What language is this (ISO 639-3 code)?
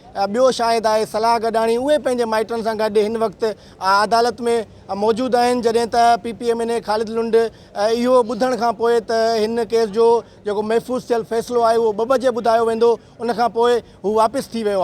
snd